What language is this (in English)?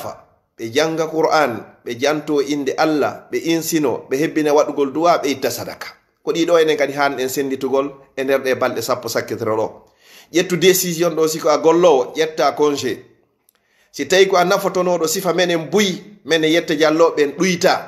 Fula